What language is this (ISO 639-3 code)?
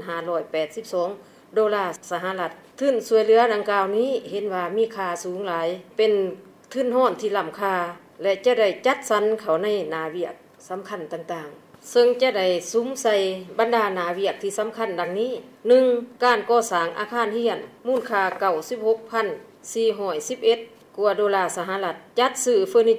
lao